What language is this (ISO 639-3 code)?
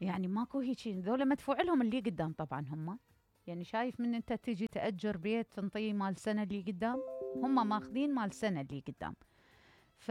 acm